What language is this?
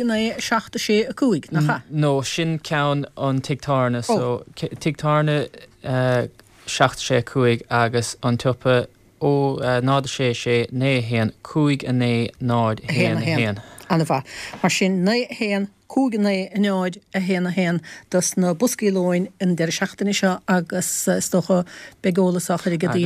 Irish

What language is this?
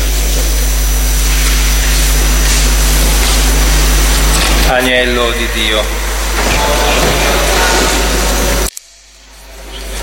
Italian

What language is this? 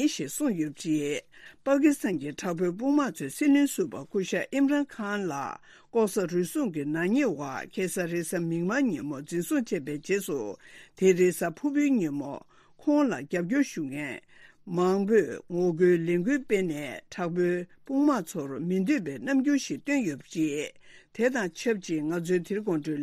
Tibetan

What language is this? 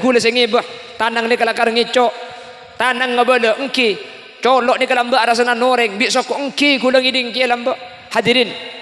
Madurese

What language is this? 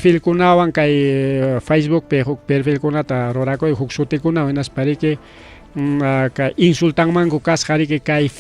Ayacucho Quechua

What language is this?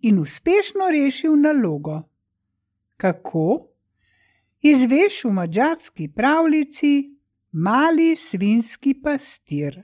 Slovenian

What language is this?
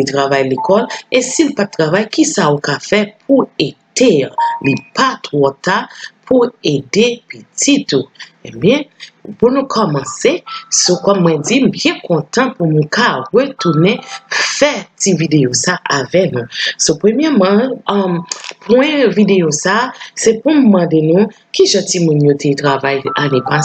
Haitian Creole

